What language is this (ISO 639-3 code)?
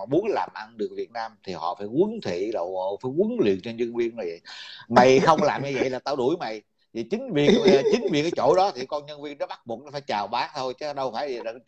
vie